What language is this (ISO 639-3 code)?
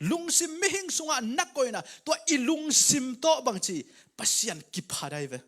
ctd